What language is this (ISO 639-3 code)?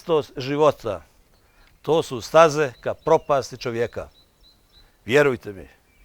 bos